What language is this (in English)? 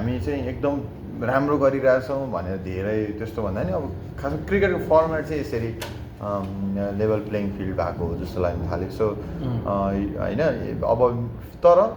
Nepali